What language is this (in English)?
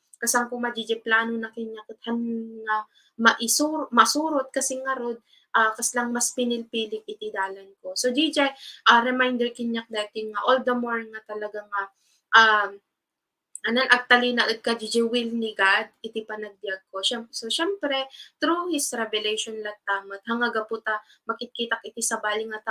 Iloko